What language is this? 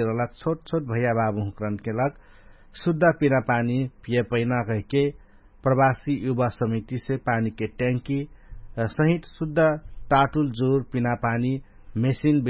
Dangaura Tharu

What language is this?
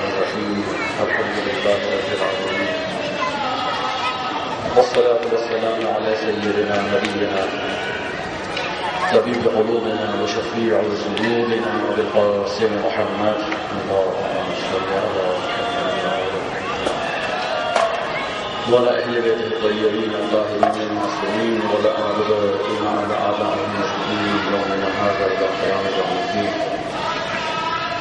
Urdu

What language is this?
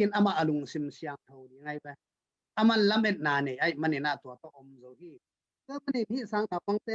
Tedim Chin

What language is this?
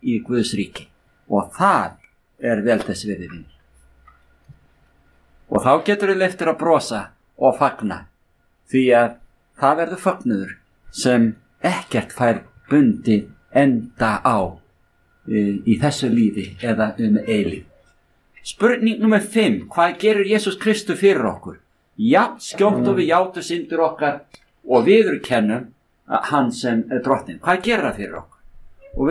Icelandic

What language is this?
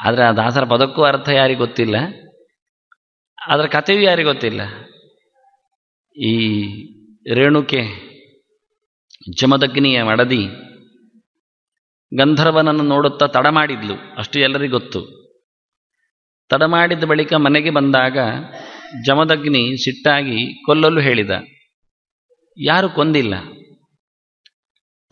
Kannada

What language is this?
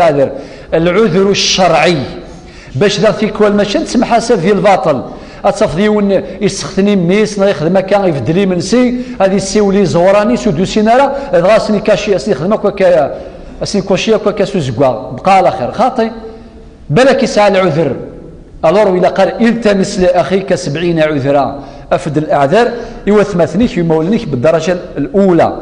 Kabyle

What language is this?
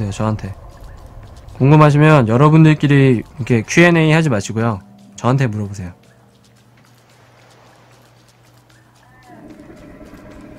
Korean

